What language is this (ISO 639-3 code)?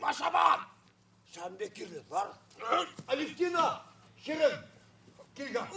chv